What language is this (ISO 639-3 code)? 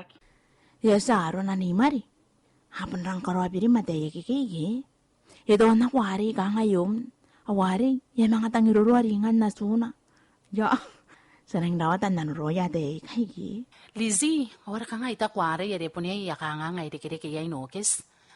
gil